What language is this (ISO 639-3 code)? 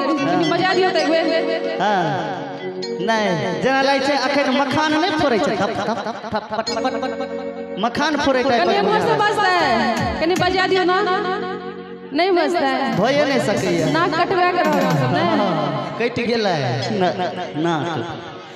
mai